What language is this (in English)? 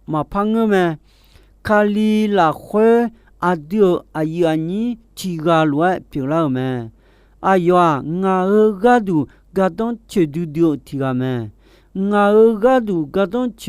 Akha